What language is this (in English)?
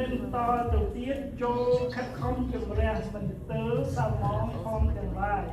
Khmer